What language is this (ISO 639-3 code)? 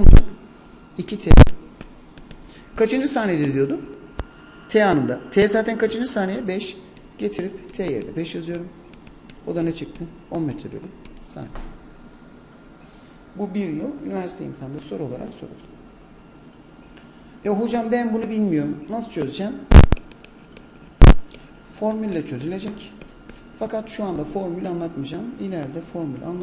tur